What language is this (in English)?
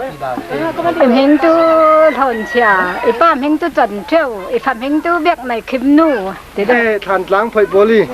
Falam Chin